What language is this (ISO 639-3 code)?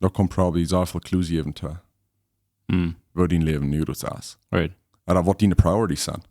pdt